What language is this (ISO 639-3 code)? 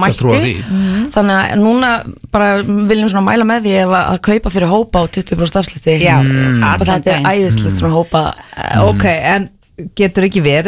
isl